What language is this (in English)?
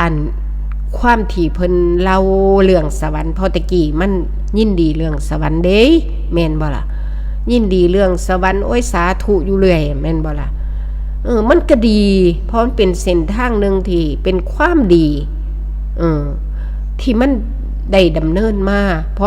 Northeastern Thai